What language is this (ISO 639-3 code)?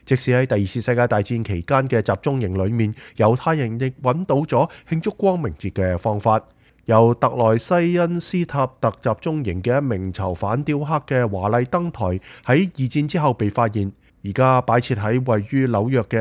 yue